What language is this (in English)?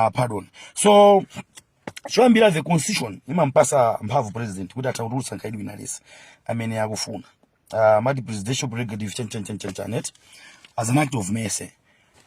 Nyanja